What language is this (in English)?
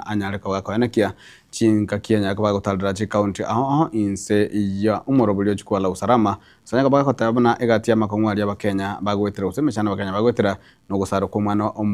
Gusii